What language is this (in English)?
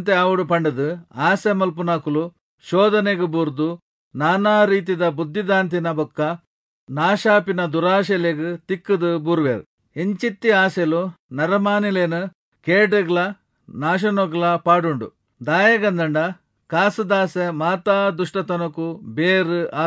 Tulu